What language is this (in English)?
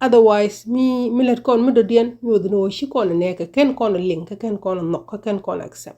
Nuer